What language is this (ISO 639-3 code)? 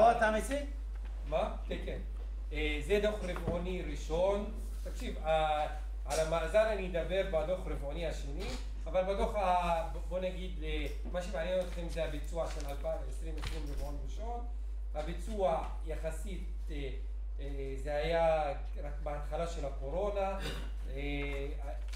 heb